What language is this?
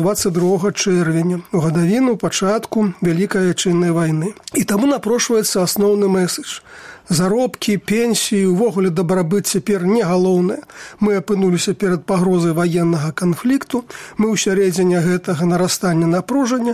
Belarusian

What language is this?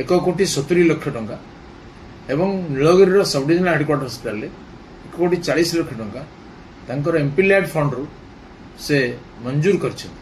Odia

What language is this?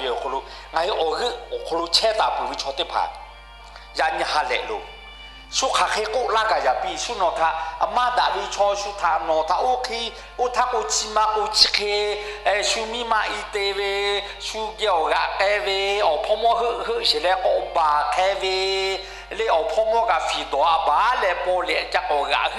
Lahu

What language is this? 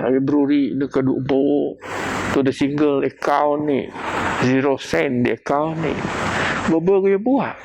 Biatah Bidayuh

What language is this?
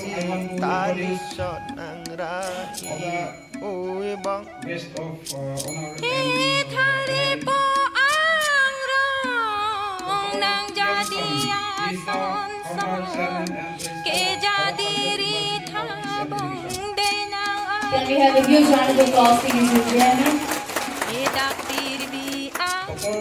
Karbi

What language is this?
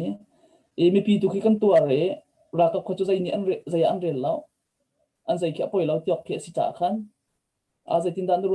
Hakha Chin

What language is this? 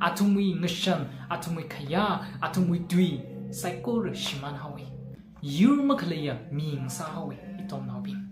Tangkhul Naga (India)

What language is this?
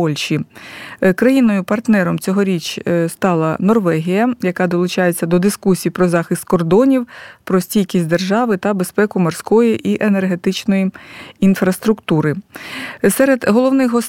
Ukrainian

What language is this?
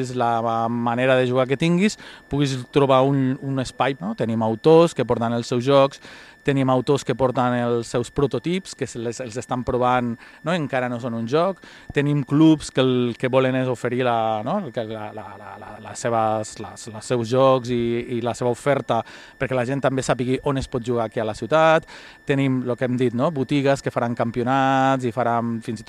Catalan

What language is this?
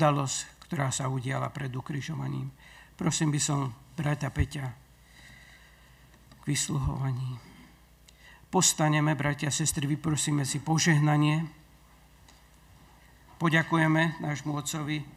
Slovak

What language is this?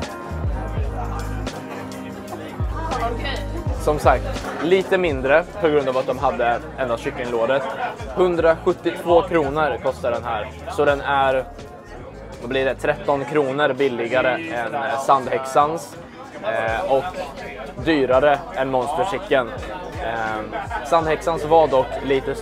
Swedish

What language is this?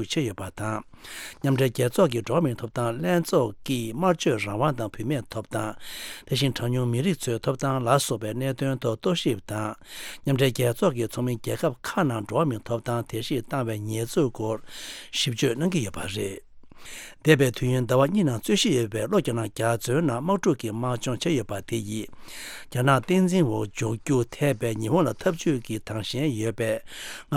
Tibetan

